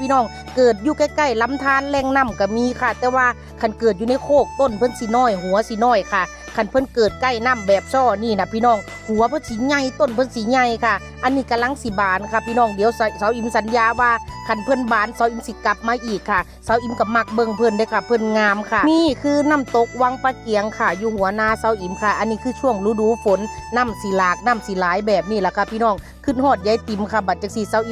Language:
Northeastern Thai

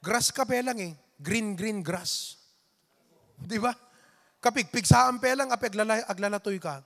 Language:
Iloko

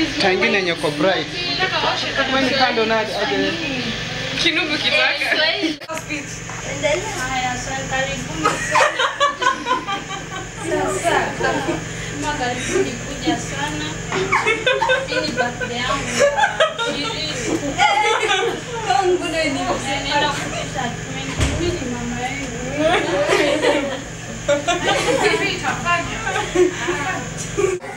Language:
Swahili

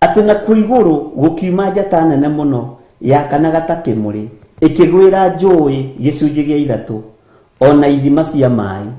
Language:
Kikuyu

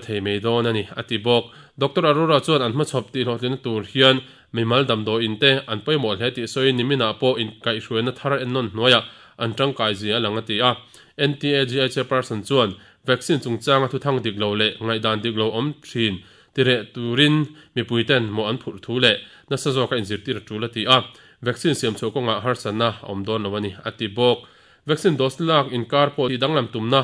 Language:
Mizo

